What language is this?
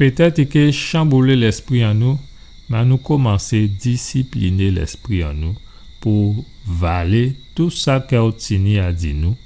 Guadeloupean Creole French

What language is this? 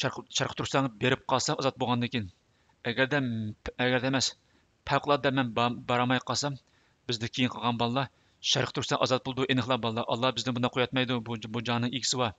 Uyghur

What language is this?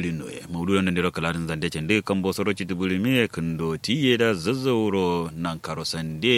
Kanuri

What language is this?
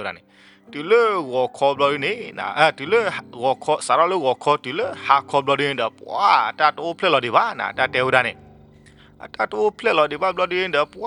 S'gaw Karen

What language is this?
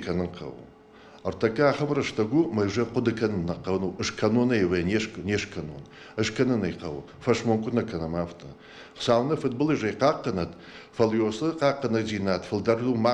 Ossetic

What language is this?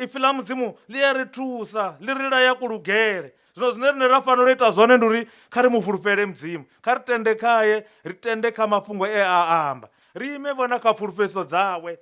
Venda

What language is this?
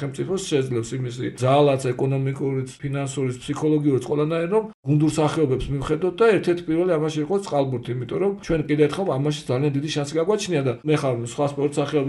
Georgian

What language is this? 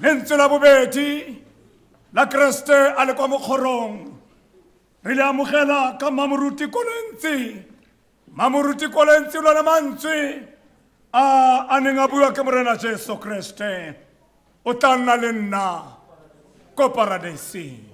Tswana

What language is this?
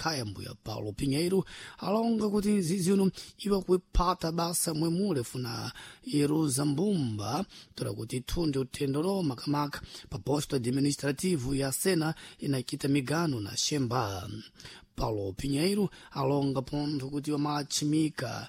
Sena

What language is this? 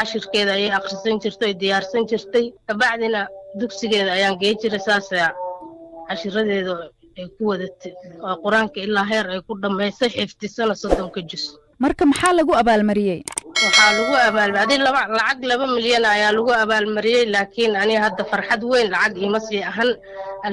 Somali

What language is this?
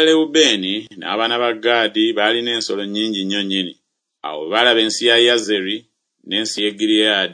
Ganda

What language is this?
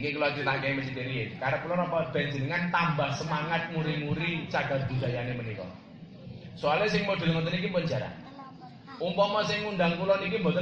Javanese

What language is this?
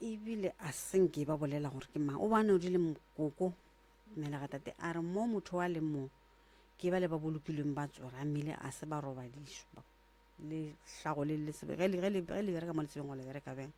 Northern Sotho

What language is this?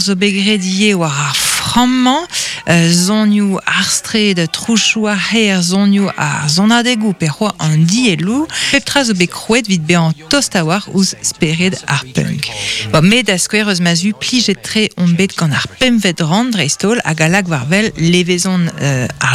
Breton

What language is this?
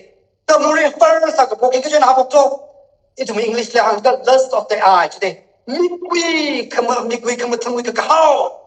Tangkhul Naga (India)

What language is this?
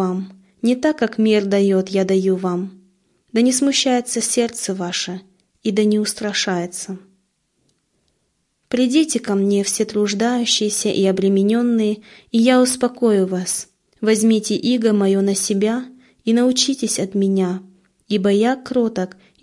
Russian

